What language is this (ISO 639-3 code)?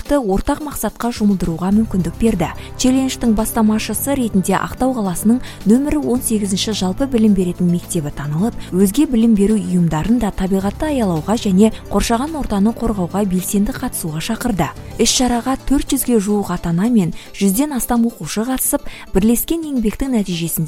kaz